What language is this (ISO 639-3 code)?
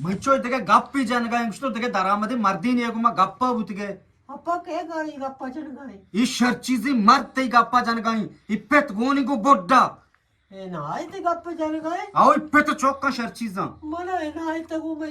bgp